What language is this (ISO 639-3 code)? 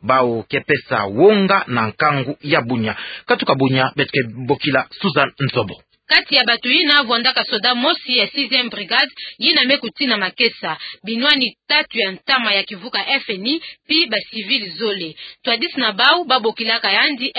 ktu